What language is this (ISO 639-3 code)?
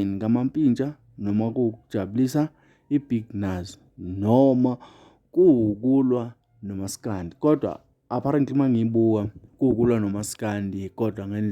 zul